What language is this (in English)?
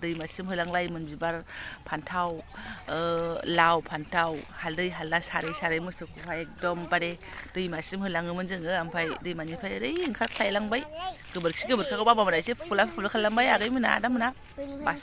Bodo